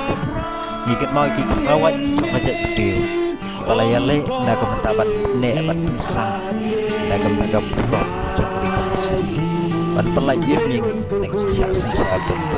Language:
Khasi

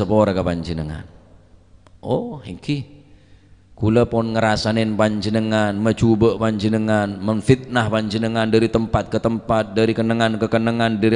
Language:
Madurese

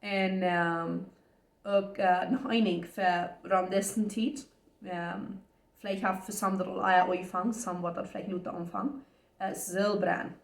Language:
Plautdietsch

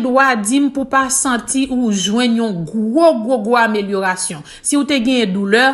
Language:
Haitian Creole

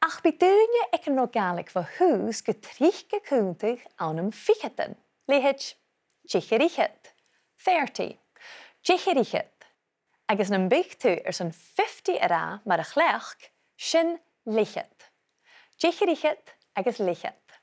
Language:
Scottish Gaelic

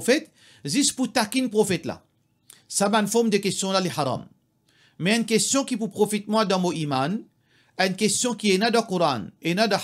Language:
Morisyen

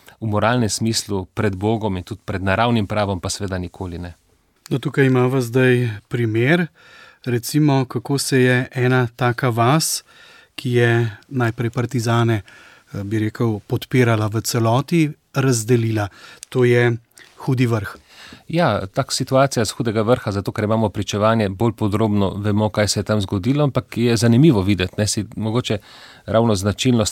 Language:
Slovenian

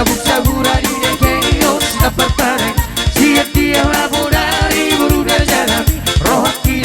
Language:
Batak Toba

